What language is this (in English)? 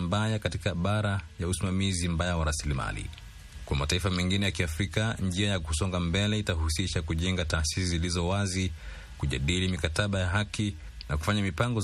Swahili